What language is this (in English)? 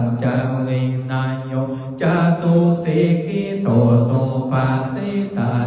Pali